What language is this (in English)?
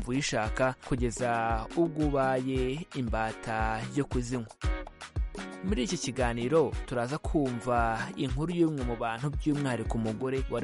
Kinyarwanda